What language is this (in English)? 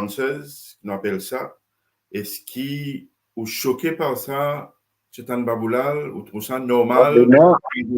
Morisyen